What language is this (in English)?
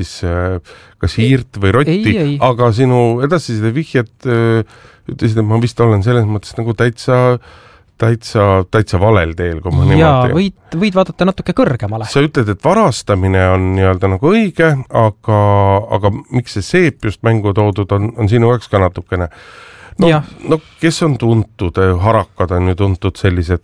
Estonian